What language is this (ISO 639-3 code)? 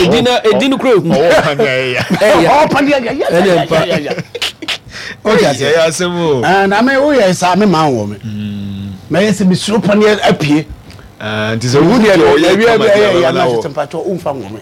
aka